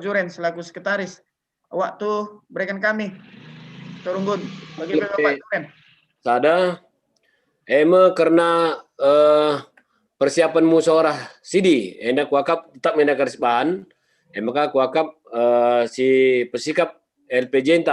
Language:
Batak Karo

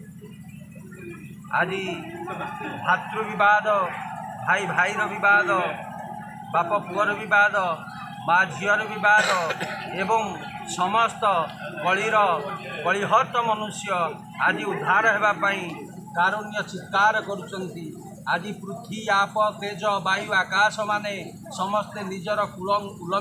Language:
Odia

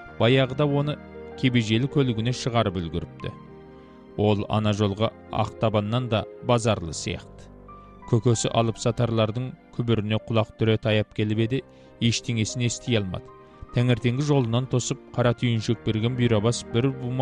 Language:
Kazakh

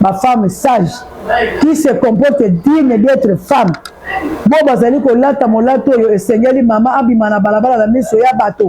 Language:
Lingala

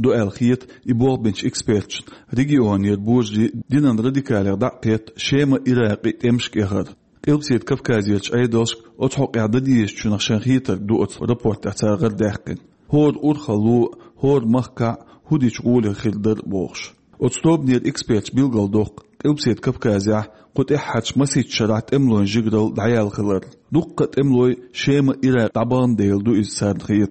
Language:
Chechen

